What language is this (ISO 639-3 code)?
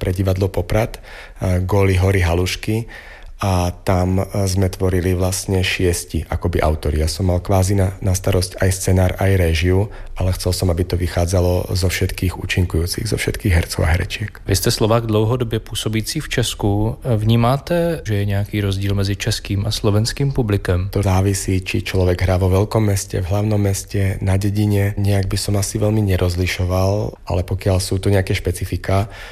slk